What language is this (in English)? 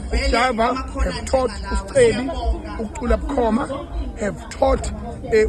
Zulu